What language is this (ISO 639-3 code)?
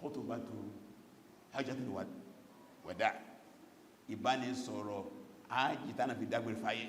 yor